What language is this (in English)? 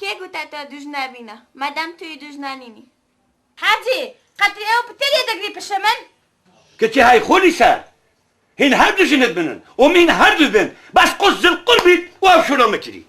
Kurdish